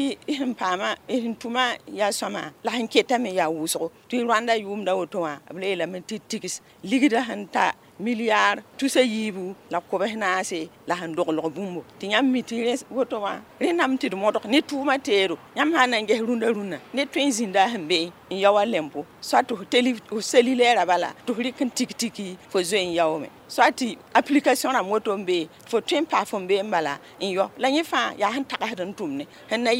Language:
Mossi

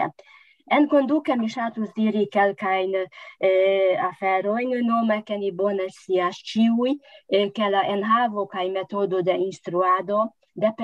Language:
Esperanto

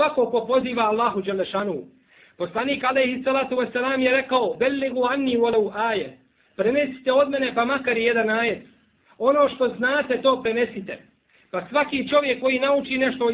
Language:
Bosnian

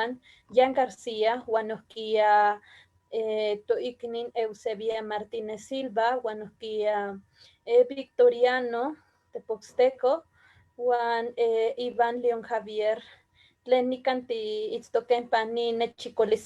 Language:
Eastern Huasteca Nahuatl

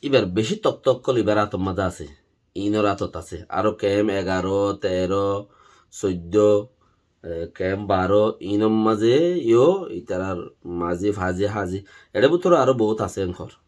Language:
Rohingya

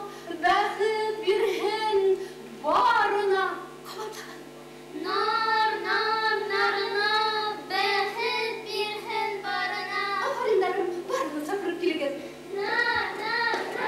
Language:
Bashkir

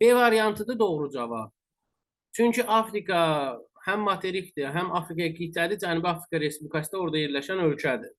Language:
Azerbaijani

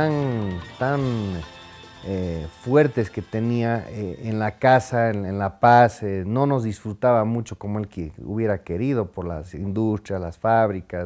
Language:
Spanish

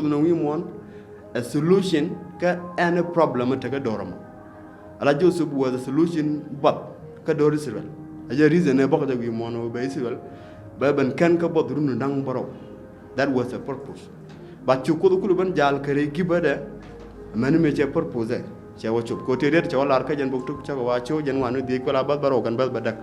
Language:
Nuer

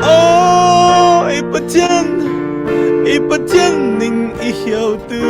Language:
Falam Chin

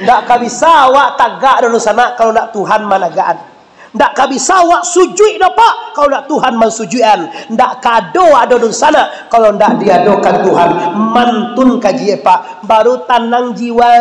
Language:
Minangkabau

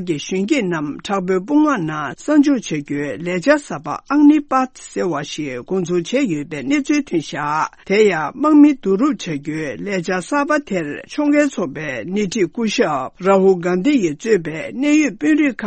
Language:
Tibetan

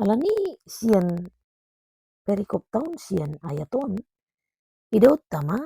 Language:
Batak Toba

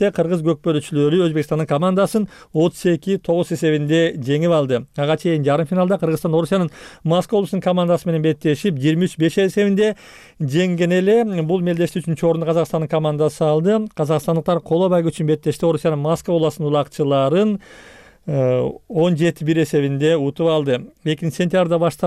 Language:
Kyrgyz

